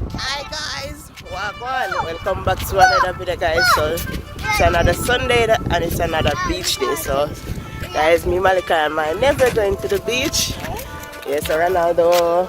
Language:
Jamaican Creole English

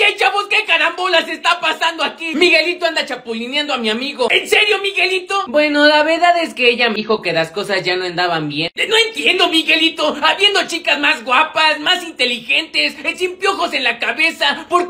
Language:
Spanish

